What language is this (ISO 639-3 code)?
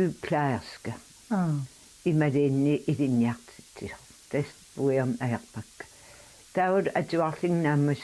kal